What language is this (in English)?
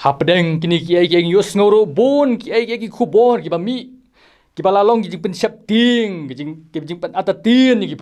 Khasi